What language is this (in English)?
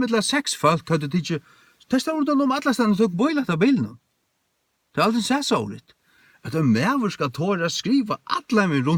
Faroese